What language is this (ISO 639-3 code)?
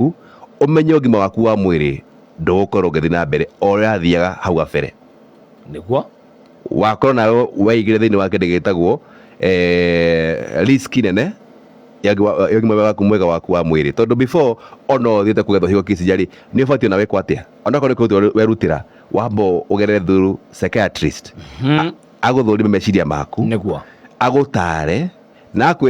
kik